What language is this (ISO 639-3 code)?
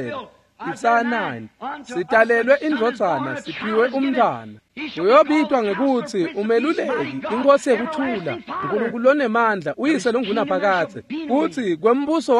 ssw